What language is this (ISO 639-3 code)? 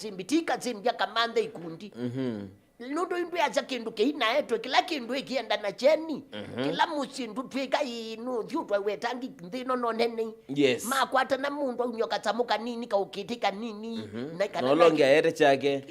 kam